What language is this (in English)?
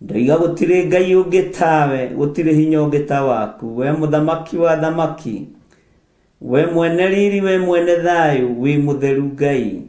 Kikuyu